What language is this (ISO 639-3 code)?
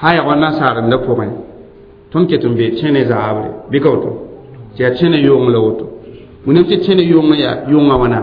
mos